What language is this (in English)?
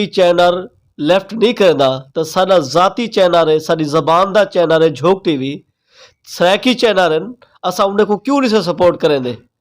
Saraiki